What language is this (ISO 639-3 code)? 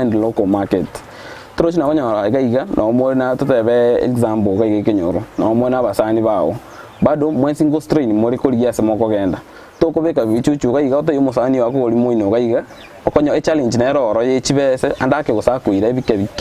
guz